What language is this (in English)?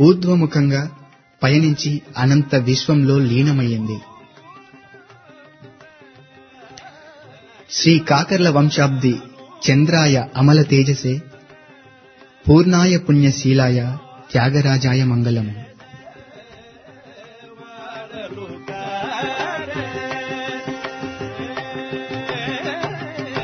Telugu